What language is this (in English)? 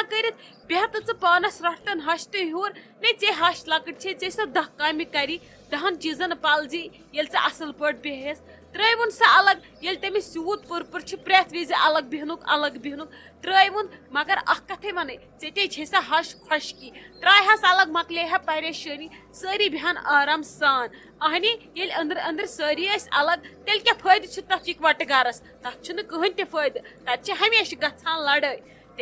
Kashmiri